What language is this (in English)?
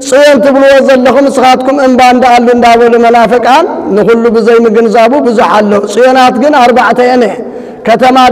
Tigrinya